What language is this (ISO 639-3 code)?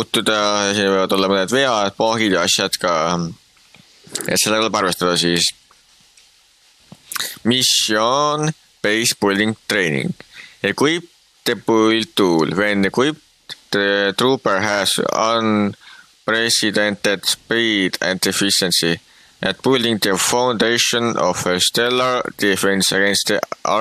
est